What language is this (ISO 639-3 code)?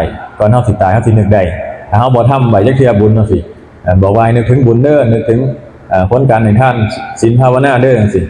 tts